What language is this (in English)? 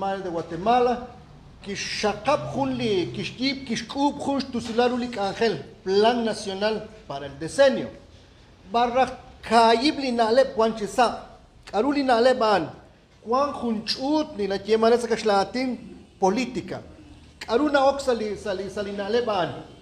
Kekchí